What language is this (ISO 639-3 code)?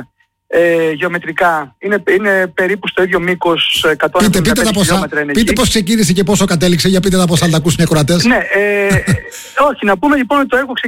ell